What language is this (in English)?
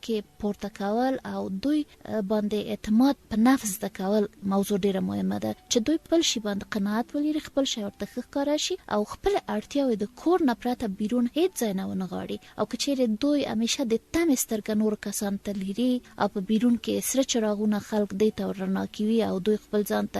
Pashto